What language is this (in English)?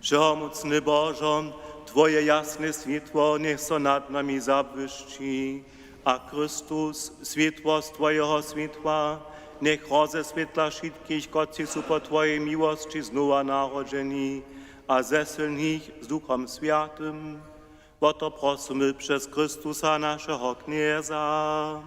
Upper Sorbian